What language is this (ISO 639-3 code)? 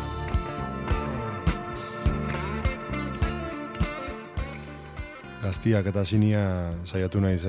eus